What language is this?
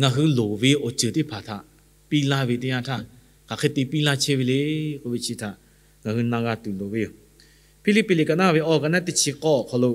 Lahu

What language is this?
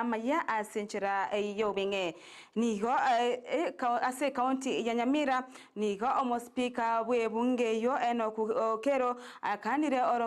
Gusii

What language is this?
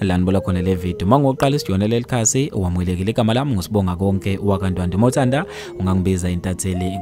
Zulu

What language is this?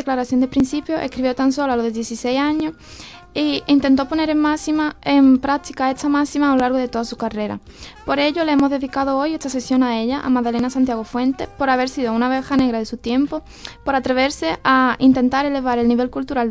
Spanish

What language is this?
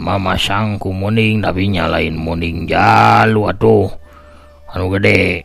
Sundanese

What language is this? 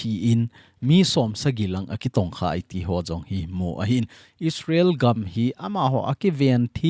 Thado Chin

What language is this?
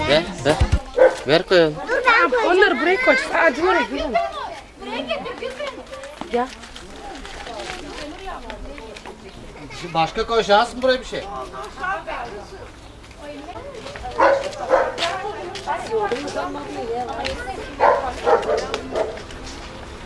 Turkish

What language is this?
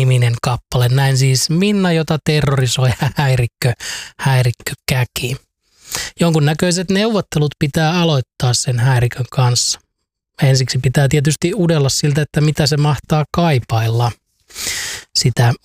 Finnish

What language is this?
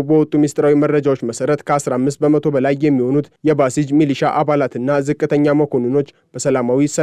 Amharic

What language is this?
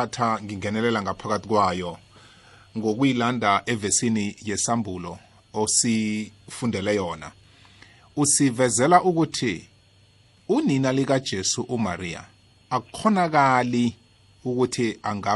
South Ndebele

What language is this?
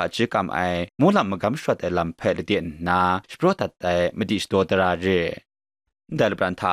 Kachin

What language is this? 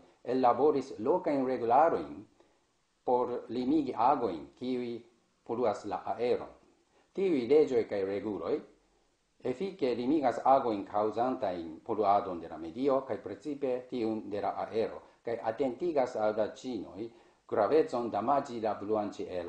Esperanto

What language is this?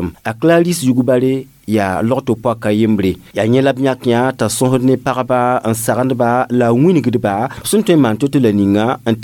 Mossi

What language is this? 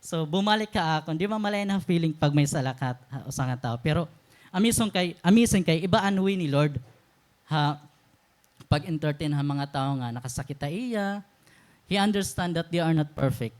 Waray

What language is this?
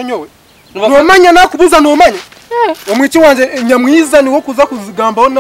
Nyankole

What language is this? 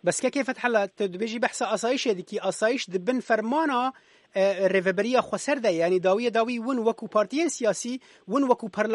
Kurdish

